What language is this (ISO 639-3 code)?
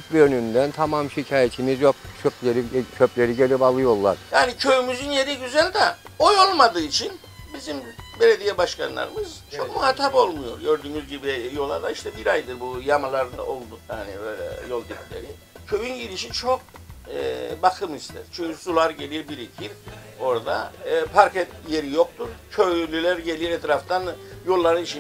tur